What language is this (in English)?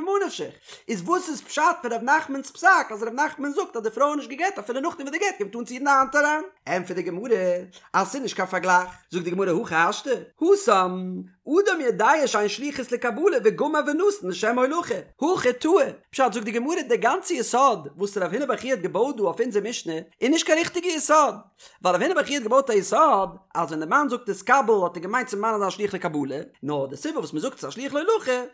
Yiddish